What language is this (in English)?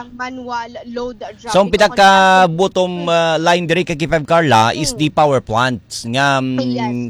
Hiligaynon